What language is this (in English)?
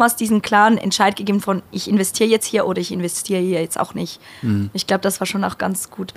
Swiss German